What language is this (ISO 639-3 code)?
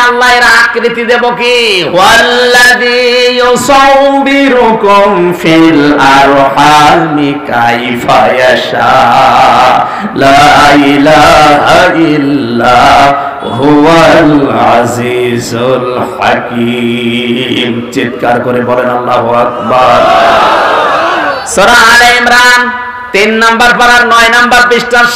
ben